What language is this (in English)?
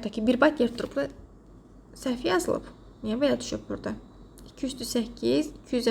Azerbaijani